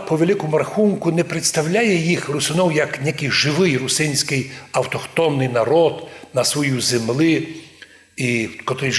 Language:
Rusyn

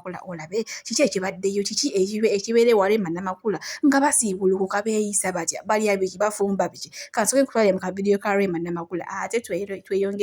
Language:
Ganda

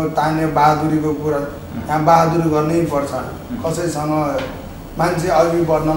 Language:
Nepali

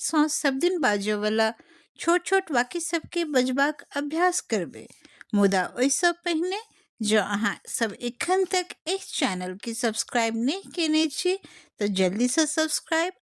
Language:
Maithili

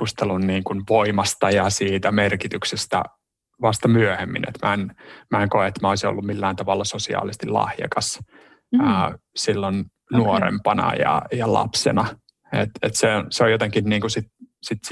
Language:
Finnish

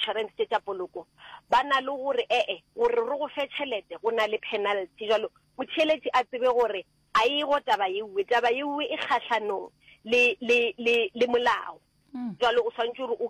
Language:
Northern Sotho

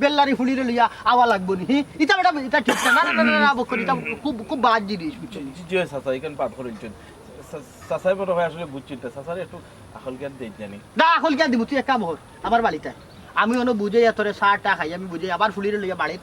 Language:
Sylheti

